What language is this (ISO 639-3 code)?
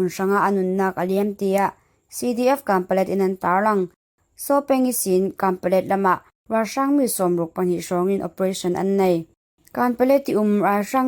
cfm